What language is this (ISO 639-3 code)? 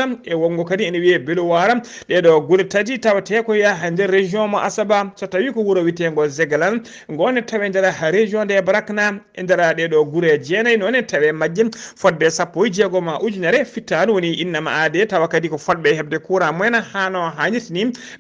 ful